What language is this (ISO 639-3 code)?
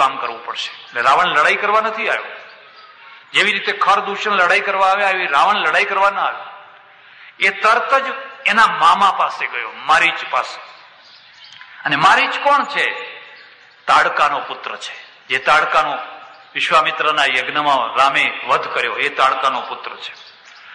guj